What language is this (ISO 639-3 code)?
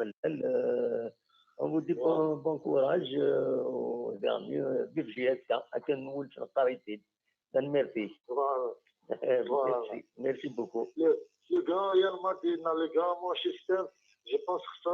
kab